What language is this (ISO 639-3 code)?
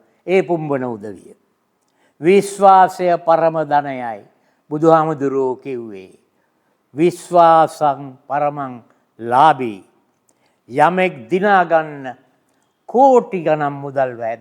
sin